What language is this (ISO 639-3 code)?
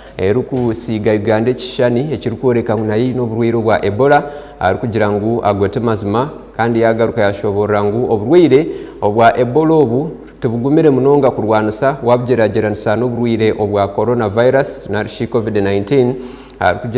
nyn